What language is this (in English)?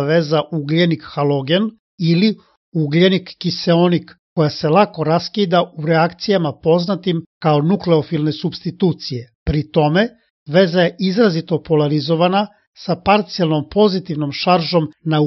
Serbian